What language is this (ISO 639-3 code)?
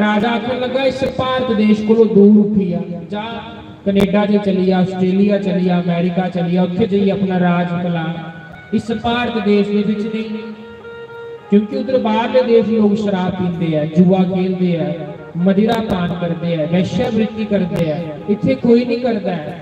doi